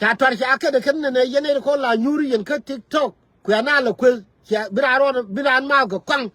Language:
Nuer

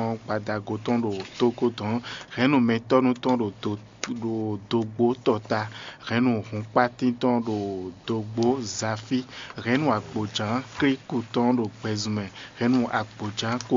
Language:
Fon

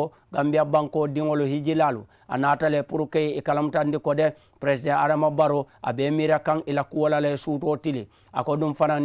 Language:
Mandingo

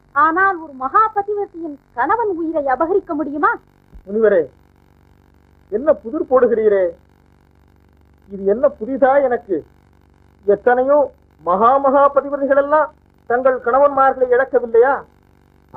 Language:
Tamil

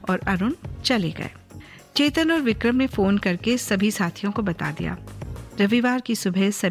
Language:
Hindi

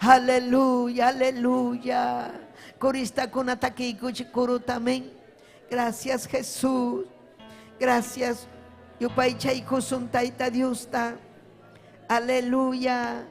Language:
Ayacucho Quechua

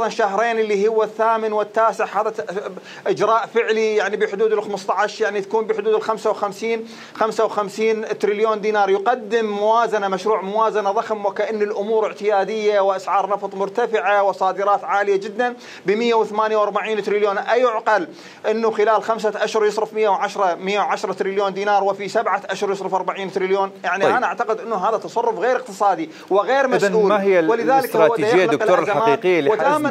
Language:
Mesopotamian Arabic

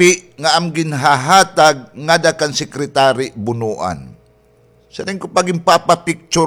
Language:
Waray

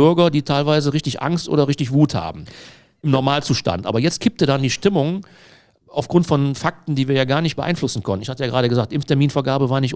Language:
German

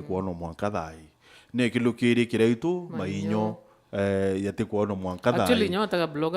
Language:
Meru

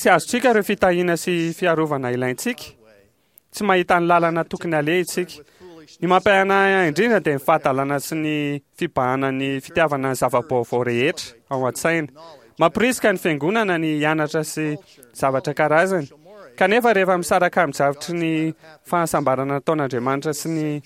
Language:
Malagasy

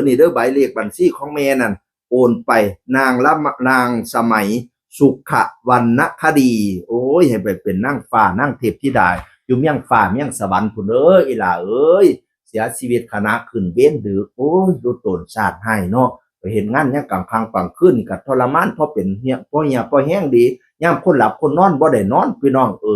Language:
Northeastern Thai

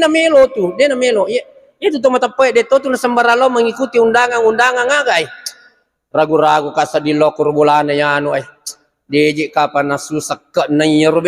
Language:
Buginese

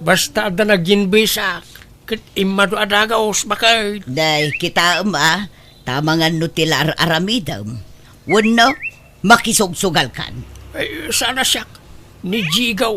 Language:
Iloko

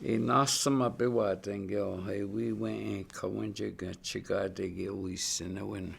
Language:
Chippewa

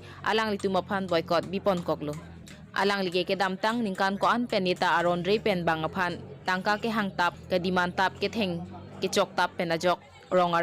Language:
Karbi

